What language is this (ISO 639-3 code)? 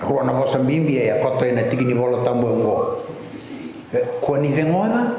fij